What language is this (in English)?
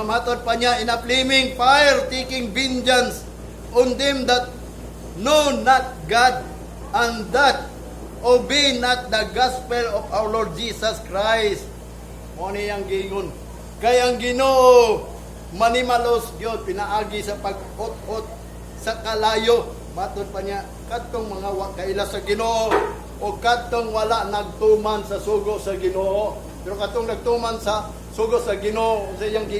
Cebuano